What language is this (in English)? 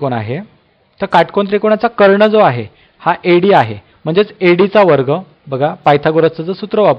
Marathi